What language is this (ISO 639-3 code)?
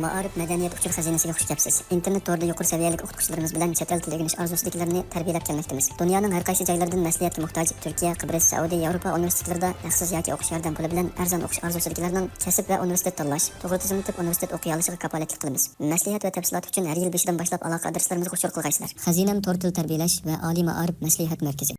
uig